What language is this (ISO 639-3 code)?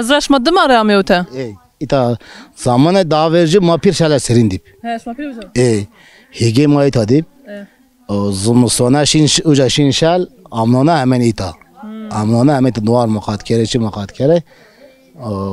zza